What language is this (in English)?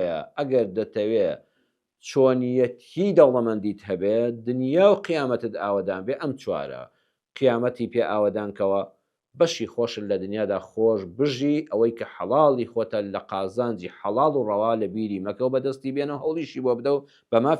Central Kurdish